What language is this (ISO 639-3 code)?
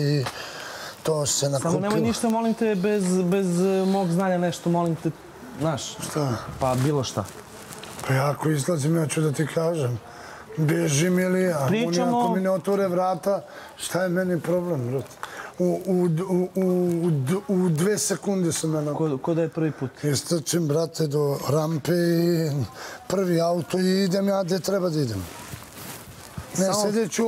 srp